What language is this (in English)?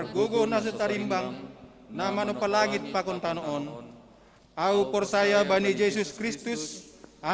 Batak Simalungun